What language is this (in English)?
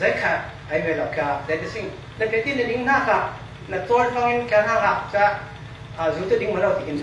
Falam Chin